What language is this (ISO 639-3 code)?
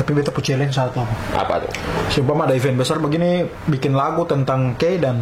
abs